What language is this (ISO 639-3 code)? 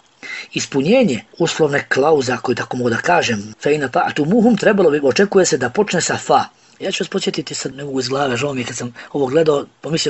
bos